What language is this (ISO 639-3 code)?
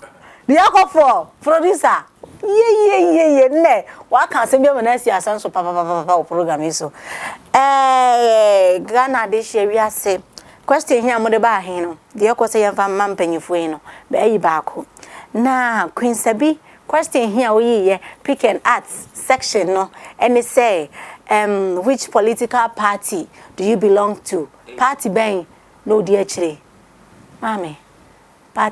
aka